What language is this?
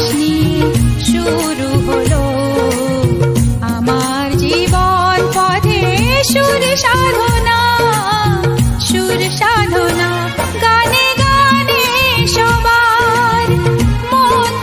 Bangla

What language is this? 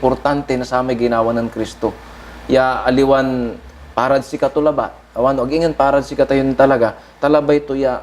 Pangasinan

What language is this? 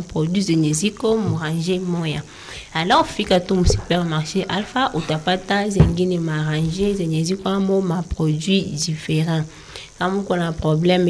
Swahili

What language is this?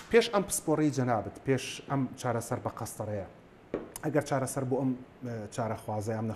Central Kurdish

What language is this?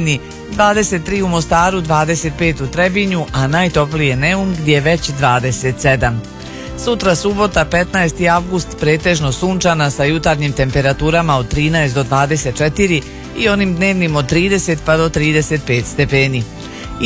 Bosnian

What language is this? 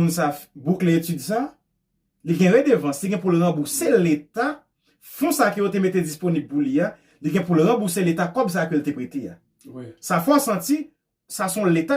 Haitian Creole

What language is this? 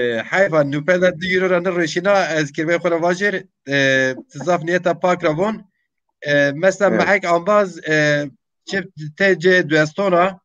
Zaza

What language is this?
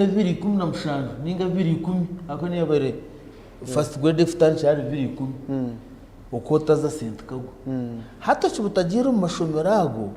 Nyankole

